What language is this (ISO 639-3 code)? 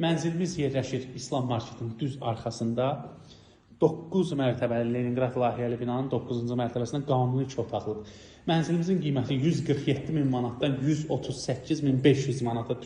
aze